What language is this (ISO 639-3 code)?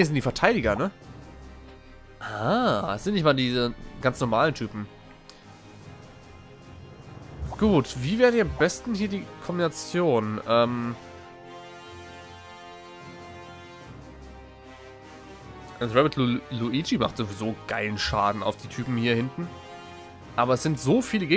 deu